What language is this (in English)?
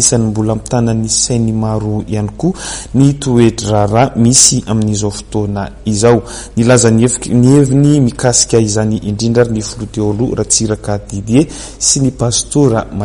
Malagasy